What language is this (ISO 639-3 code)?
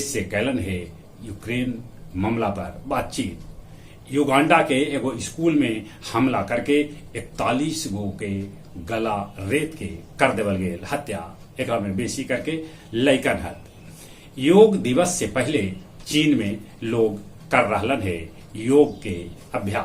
mag